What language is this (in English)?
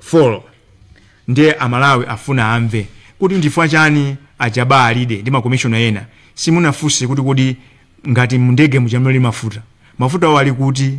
Nyanja